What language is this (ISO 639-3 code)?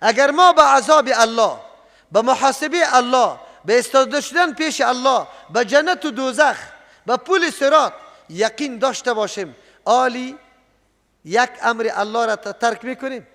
fas